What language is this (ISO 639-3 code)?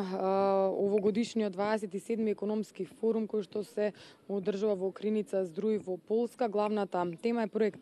mkd